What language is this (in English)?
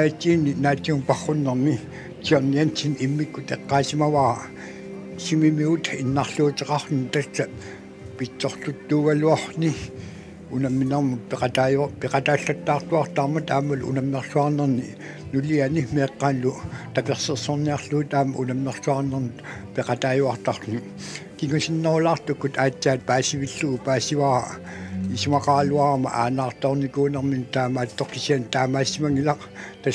Kalaallisut